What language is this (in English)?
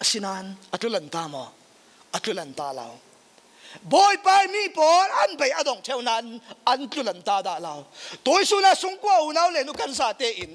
Falam Chin